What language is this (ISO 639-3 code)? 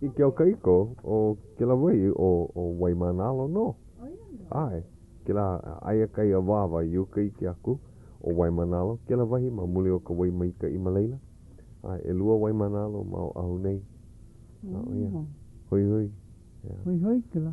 haw